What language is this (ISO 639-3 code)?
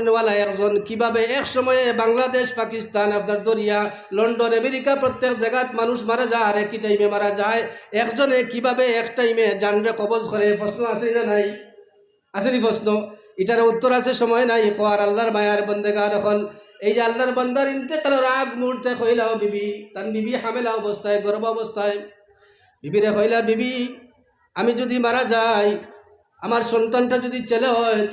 syl